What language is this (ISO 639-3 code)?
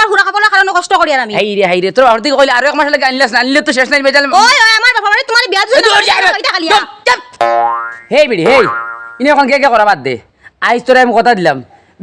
syl